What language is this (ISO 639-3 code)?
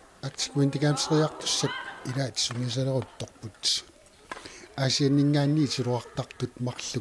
kal